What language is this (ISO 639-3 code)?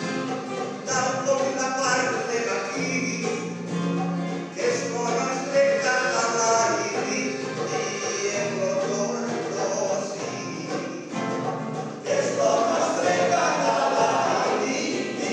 cat